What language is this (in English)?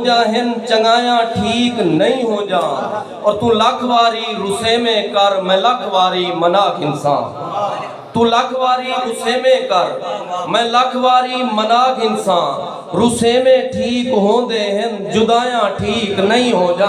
Saraiki